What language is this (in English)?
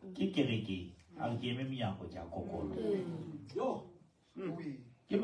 Southern Sotho